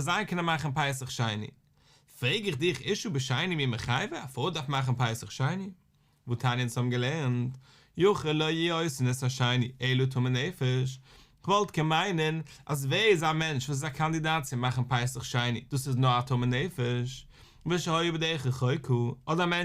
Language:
Yiddish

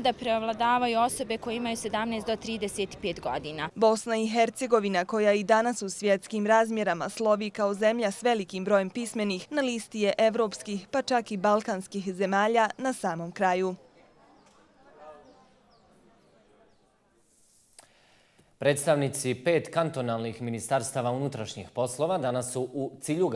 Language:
Bosnian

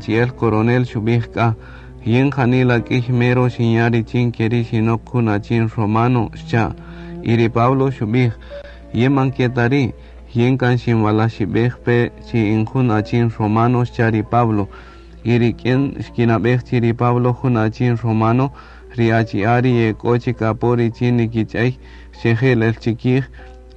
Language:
Kaqchikel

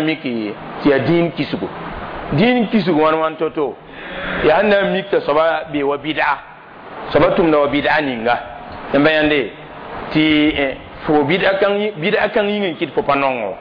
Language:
Mossi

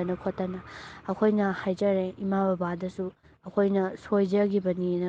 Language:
Manipuri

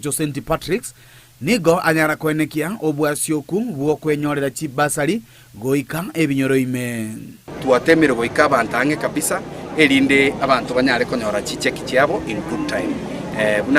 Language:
Gusii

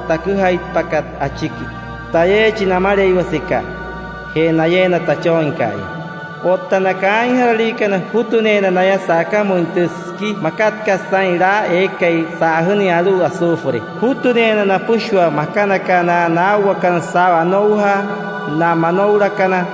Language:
Wayuu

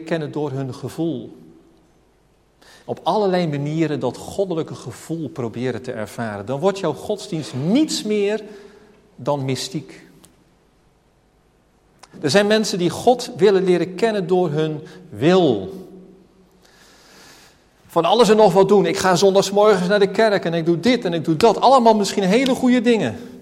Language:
Dutch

